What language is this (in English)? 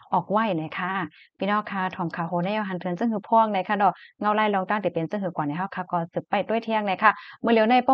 Shan